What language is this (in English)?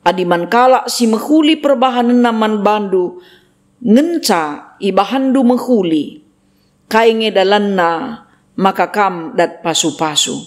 Batak Karo